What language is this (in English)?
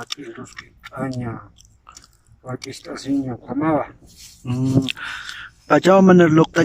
Aymara